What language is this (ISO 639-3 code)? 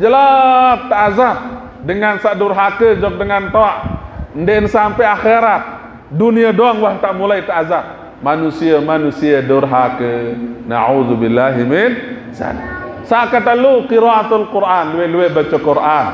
sas